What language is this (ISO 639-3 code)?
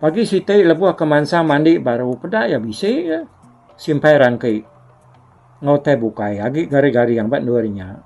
iba